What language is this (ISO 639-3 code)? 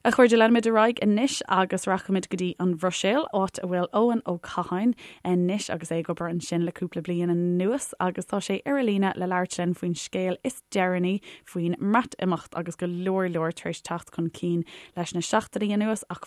gle